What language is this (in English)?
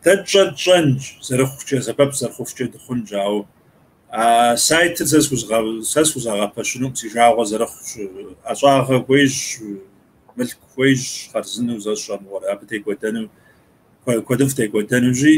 Kabardian